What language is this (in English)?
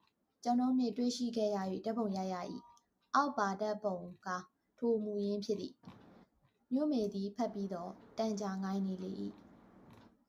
Burmese